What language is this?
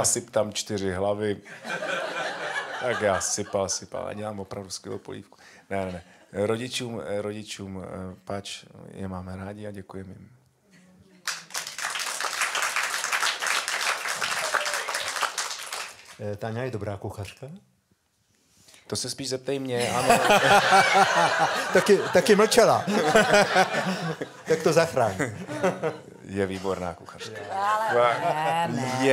Czech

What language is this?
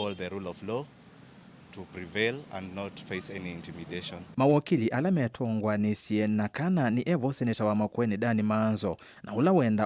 Kamba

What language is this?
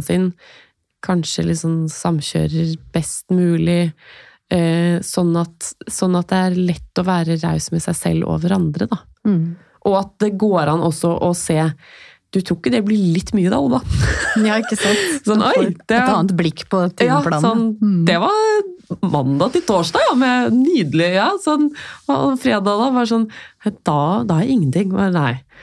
Norwegian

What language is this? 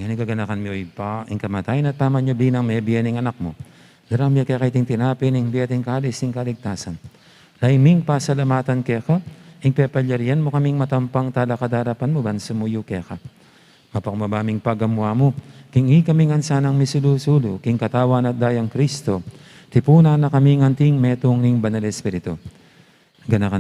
Pampanga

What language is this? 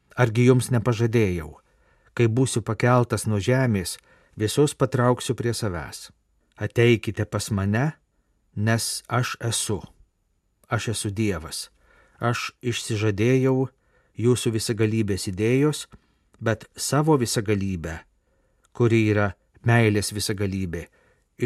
Lithuanian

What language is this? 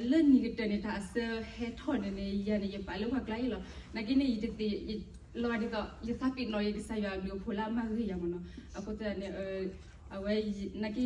S'gaw Karen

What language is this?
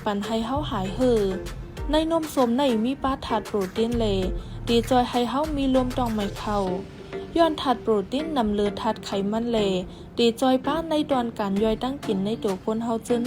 Shan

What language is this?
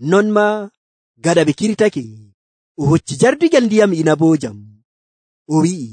Nigerian Fulfulde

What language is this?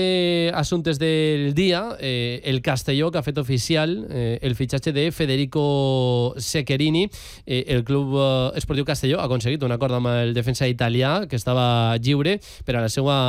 Catalan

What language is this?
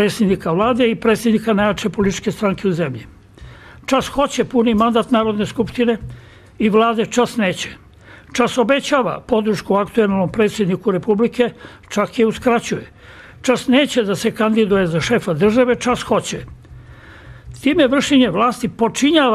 Serbian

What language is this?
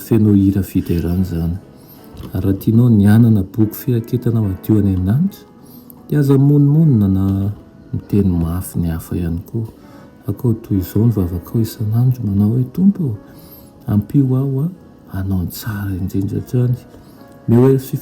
Malagasy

